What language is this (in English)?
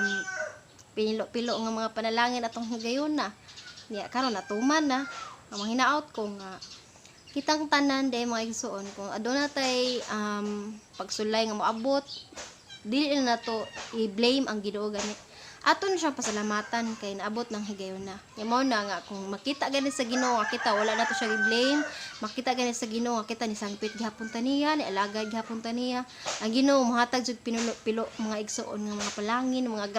Cebuano